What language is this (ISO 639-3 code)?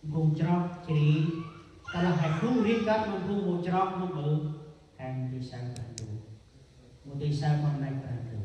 cmo